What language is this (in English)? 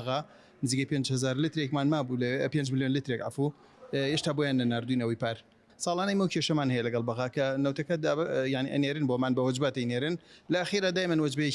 Kurdish